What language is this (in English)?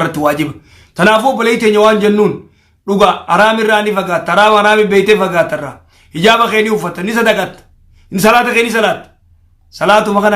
Oromo